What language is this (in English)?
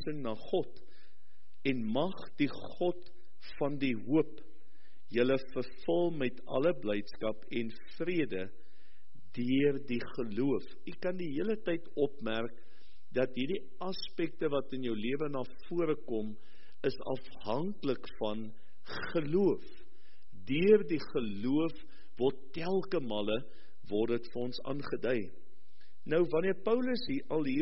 Afrikaans